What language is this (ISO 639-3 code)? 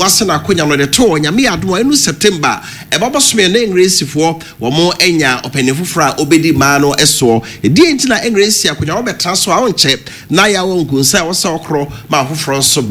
aka